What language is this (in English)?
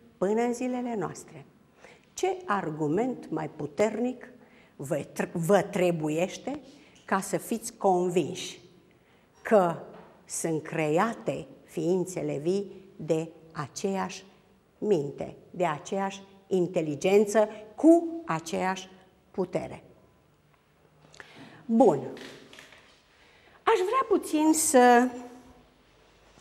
Romanian